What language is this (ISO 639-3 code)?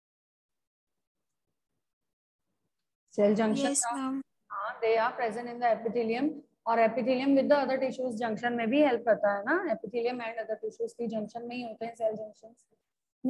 hin